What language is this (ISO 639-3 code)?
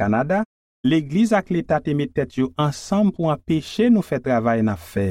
hat